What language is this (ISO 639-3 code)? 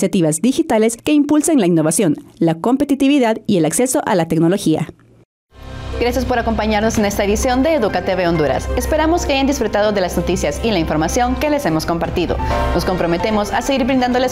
spa